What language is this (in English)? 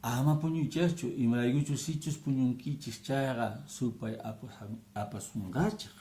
Quechua